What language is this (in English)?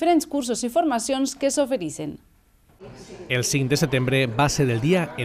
Catalan